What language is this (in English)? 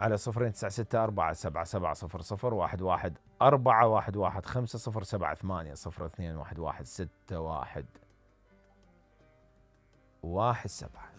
Mesopotamian Arabic